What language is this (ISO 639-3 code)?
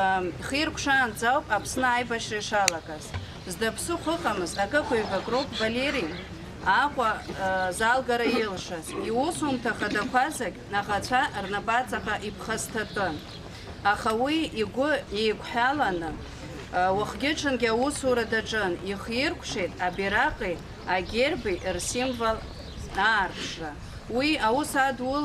abk